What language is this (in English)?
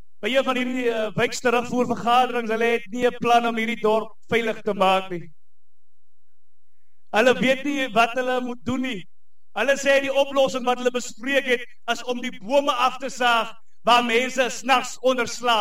Afrikaans